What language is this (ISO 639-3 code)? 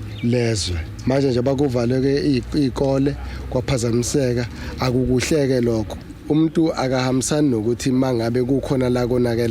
zul